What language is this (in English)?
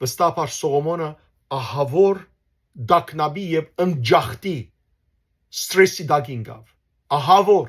Western Armenian